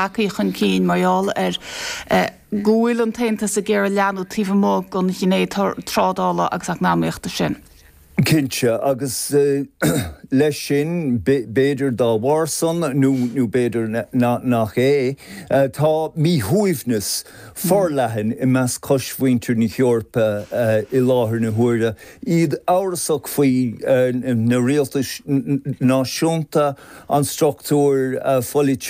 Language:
Irish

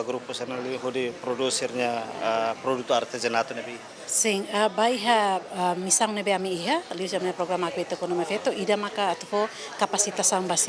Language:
Tetum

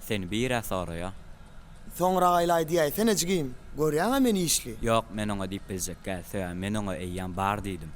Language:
Turkmen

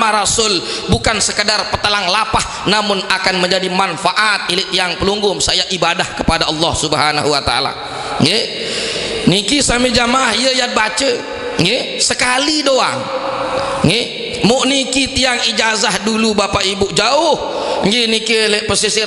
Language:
Sasak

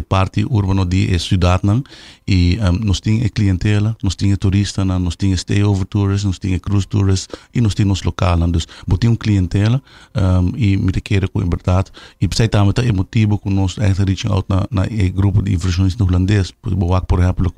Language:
Papiamento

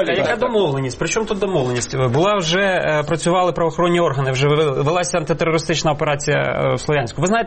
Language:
Ukrainian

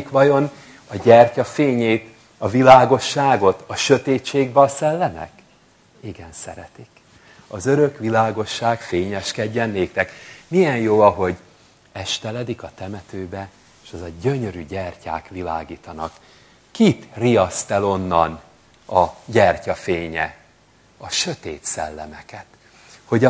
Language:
Hungarian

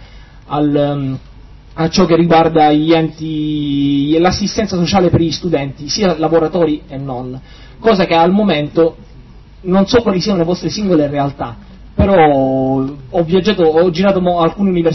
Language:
Italian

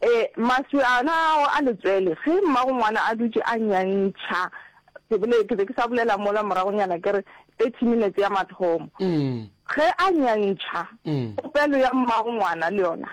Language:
Northern Sotho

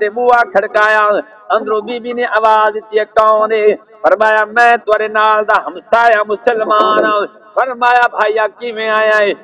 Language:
Saraiki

